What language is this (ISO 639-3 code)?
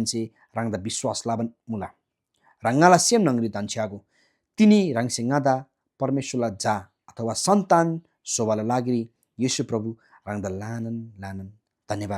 taj